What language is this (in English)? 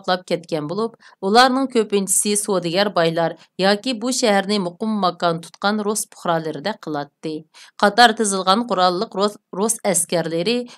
Uyghur